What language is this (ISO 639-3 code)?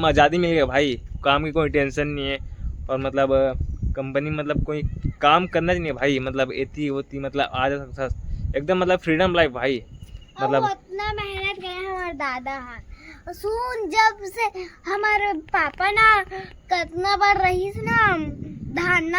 hne